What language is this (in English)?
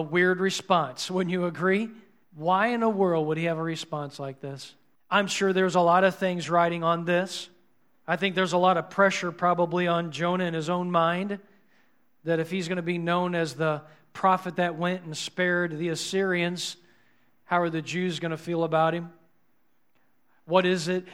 English